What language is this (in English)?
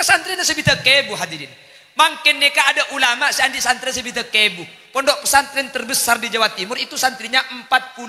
Madurese